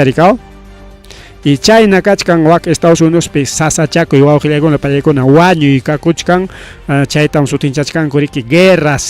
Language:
Ayacucho Quechua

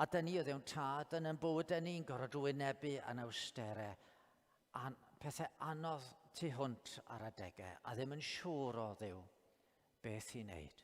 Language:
Welsh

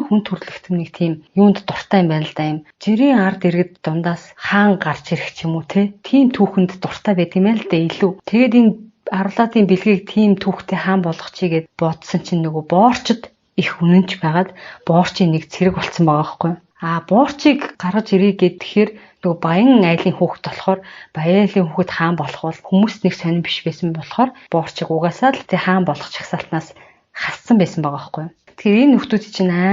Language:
Mongolian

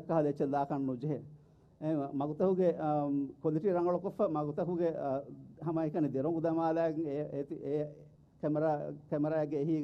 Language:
Divehi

